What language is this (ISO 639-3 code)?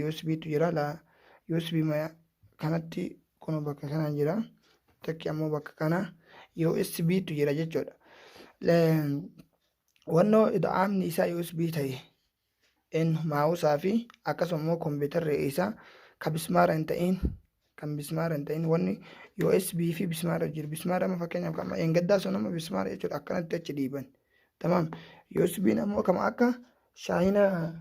orm